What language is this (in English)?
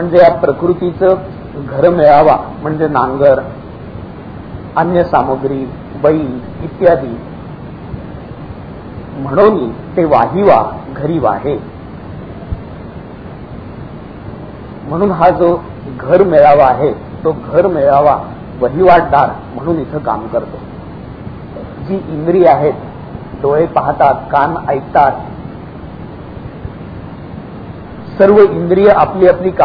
Marathi